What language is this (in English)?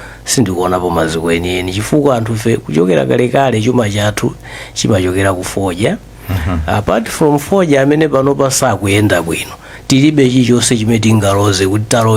Nyanja